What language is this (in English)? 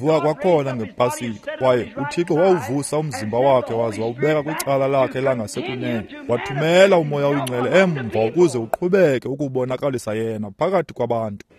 Xhosa